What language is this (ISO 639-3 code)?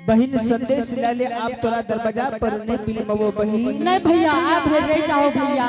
anp